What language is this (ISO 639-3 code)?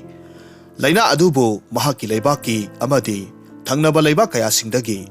mni